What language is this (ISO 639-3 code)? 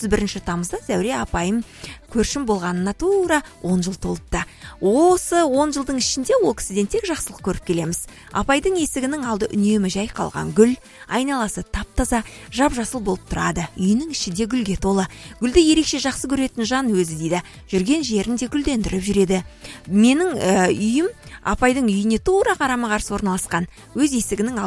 kaz